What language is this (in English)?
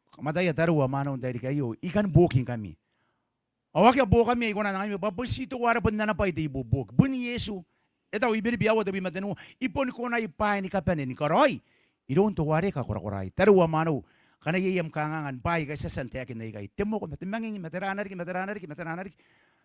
Gilbertese